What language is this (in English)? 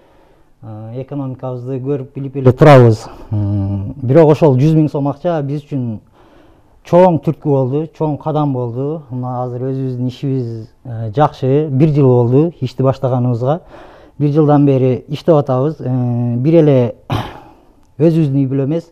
Kyrgyz